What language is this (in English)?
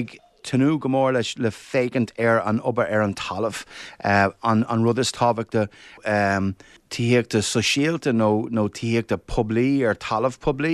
Irish